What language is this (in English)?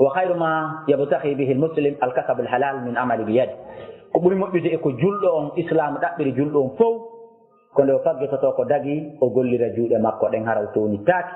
Fula